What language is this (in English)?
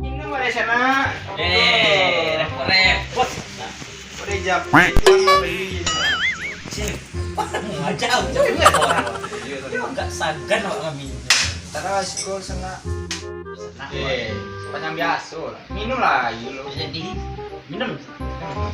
Minangkabau